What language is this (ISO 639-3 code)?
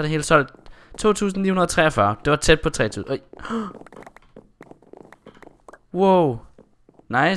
dan